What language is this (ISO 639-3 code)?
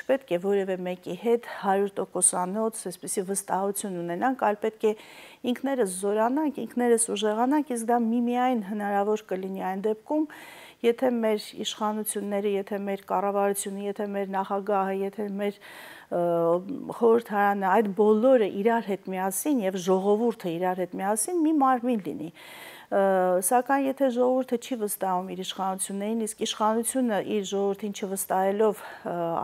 hye